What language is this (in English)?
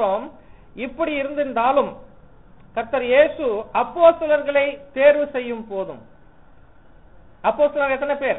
Tamil